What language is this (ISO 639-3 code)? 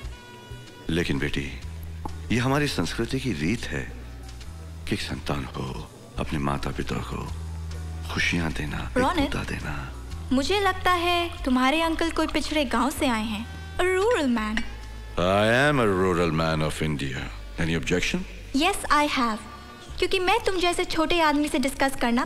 hin